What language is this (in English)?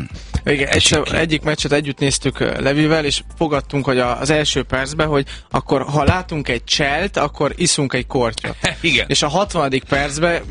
Hungarian